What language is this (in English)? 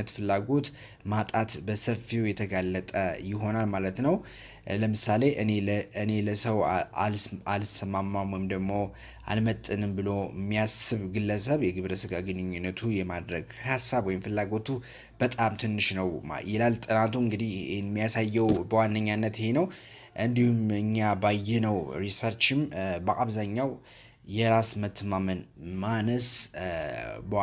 Amharic